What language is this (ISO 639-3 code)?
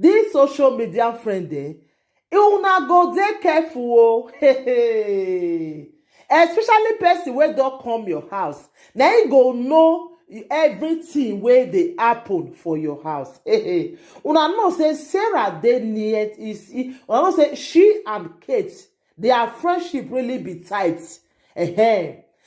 pcm